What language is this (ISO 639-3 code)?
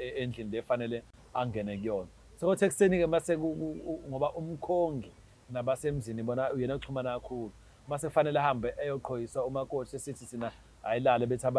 zul